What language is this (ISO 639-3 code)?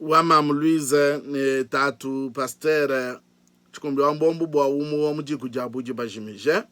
lua